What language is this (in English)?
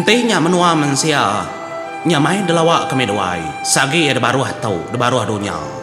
Iban